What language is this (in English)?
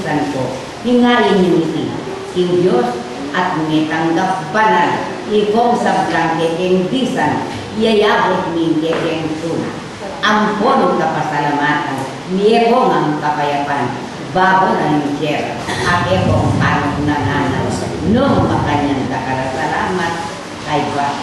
Pampanga